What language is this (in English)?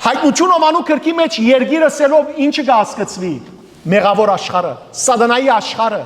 Western Armenian